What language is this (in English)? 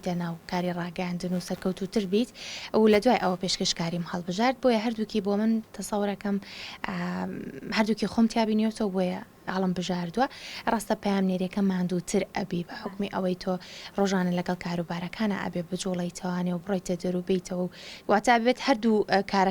Central Kurdish